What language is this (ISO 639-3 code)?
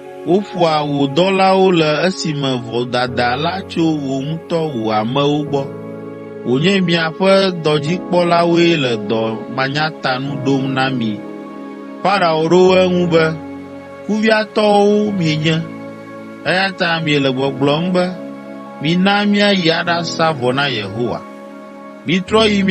ewe